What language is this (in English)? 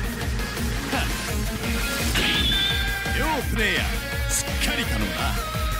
Japanese